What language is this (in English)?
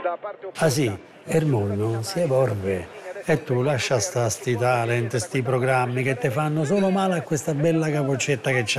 Italian